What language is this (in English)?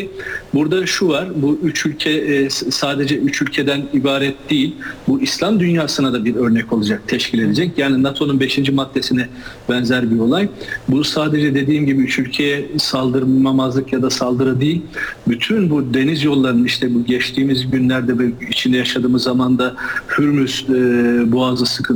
Turkish